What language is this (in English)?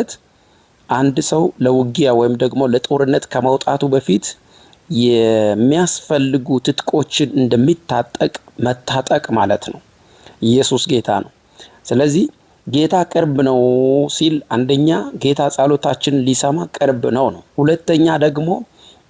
Amharic